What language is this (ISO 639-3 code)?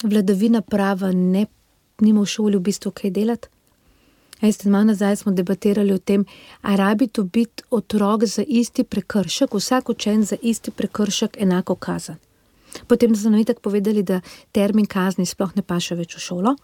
slv